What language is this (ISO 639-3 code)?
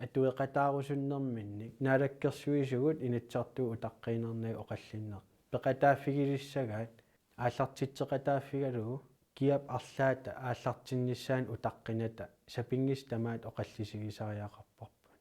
kal